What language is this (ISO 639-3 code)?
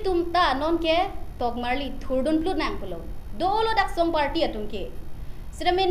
mjw